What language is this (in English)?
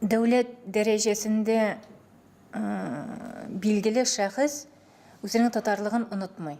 Tatar